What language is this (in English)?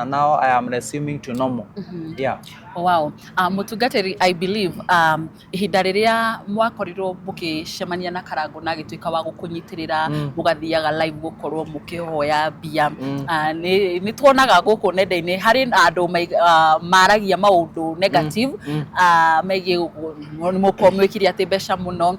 Kikuyu